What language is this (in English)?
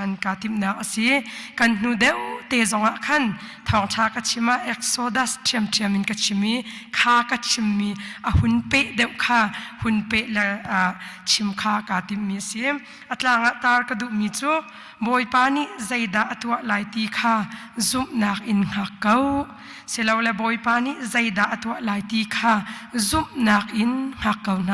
Hakha Chin